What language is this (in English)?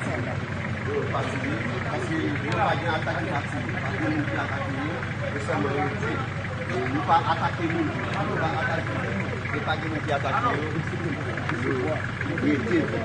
Haitian Creole